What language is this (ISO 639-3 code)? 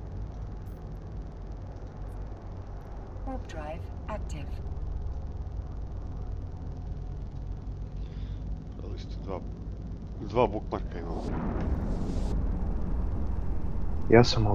hrv